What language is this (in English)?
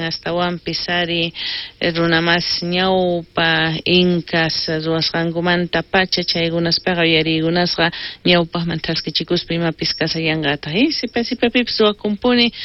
South Bolivian Quechua